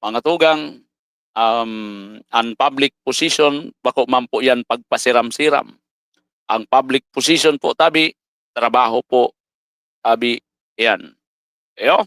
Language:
Bikol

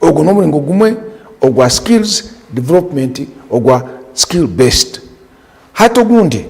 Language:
Nyankole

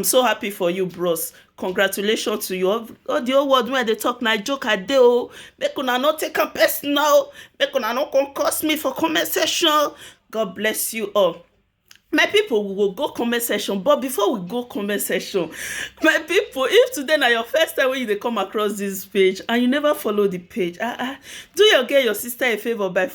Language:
Nigerian Pidgin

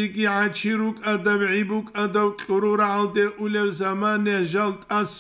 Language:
Avaric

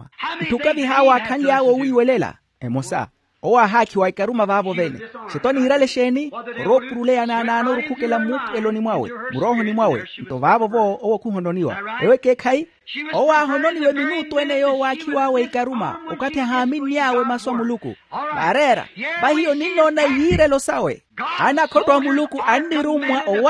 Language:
Makhuwa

